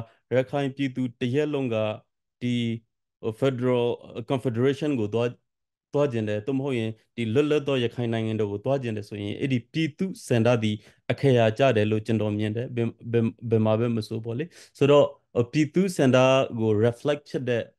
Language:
Burmese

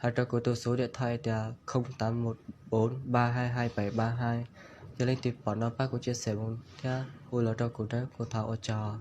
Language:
Hmong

